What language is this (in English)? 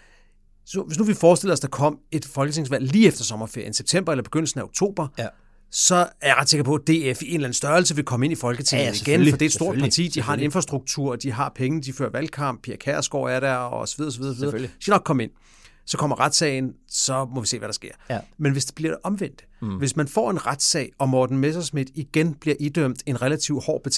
Danish